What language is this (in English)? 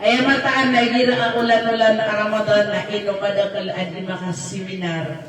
Maranao